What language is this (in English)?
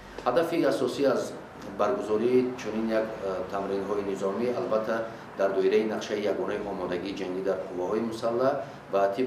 Tajik